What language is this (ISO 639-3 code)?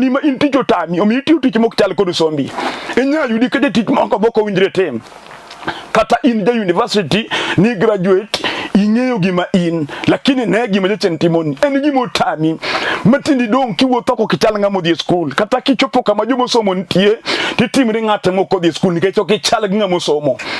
luo